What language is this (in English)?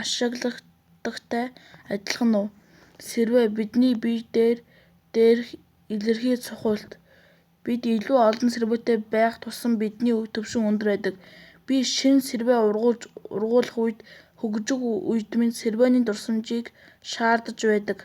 Mongolian